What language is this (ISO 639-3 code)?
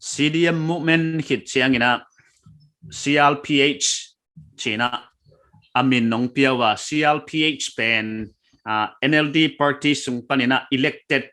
pck